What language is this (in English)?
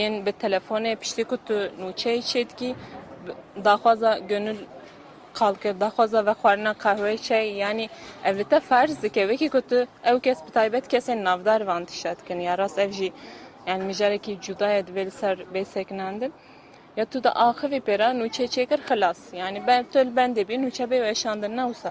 Kurdish